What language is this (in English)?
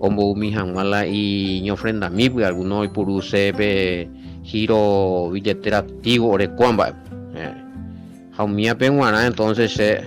Guarani